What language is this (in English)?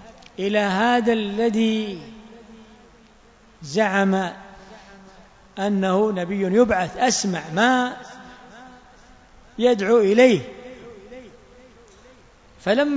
Arabic